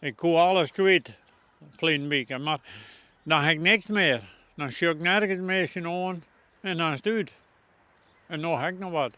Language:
Western Frisian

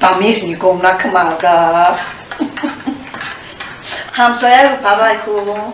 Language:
Tajik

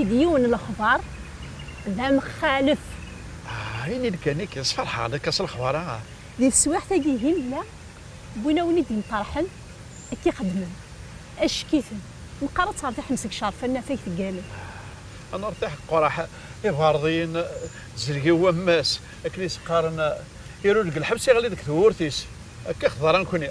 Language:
Kabyle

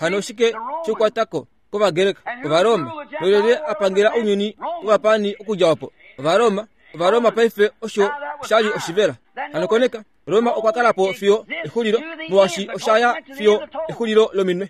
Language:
Kuanyama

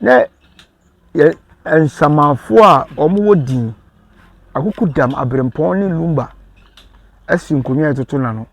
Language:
Akan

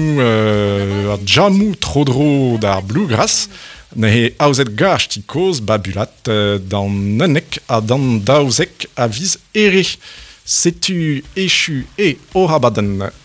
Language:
Breton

